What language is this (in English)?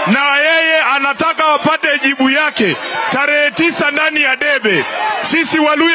Swahili